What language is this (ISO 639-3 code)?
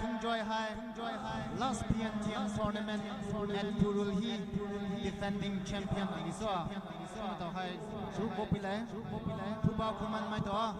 pmx